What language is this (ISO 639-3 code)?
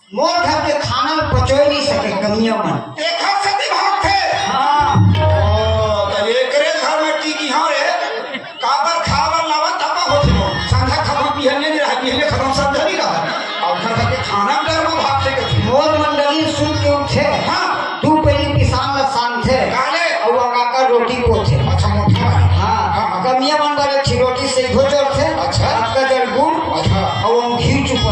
hne